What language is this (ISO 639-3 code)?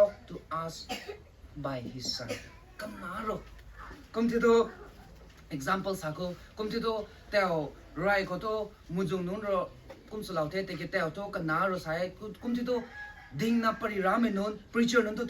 nbu